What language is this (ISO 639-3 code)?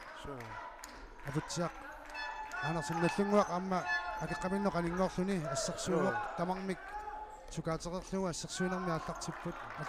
kal